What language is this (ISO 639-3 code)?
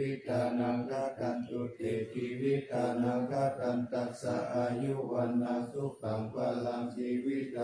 pli